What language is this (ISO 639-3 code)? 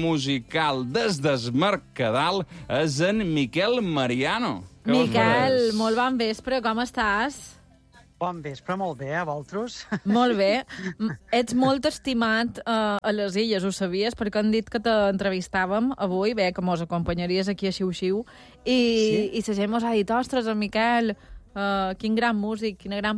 cat